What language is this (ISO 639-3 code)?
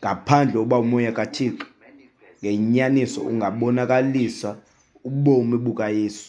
xho